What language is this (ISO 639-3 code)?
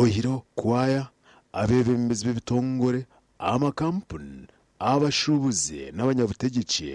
nyn